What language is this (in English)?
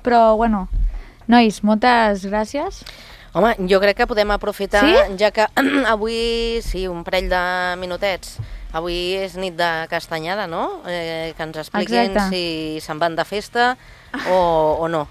Catalan